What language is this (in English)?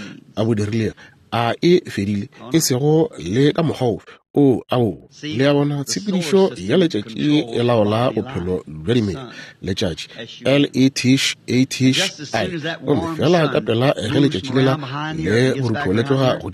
Northern Sotho